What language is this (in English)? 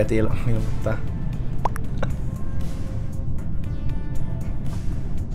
Finnish